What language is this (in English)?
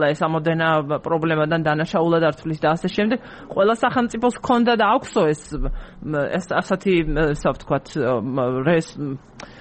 Georgian